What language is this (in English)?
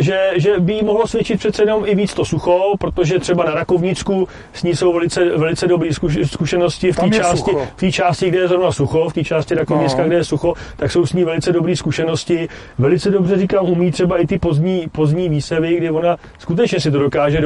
Czech